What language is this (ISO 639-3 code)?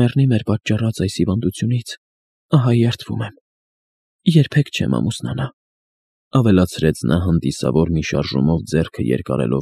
hye